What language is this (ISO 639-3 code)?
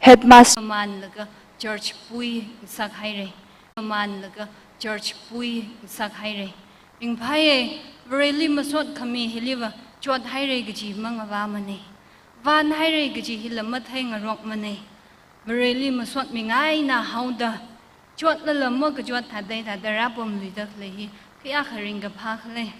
nmf